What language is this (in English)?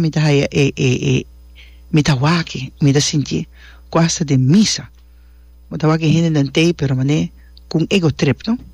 Papiamento